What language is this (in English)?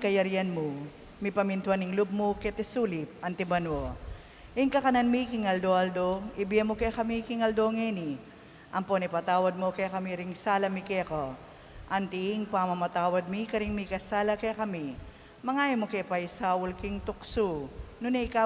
Pampanga